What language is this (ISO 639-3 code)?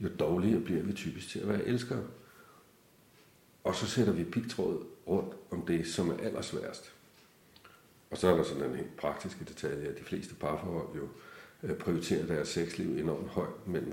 dan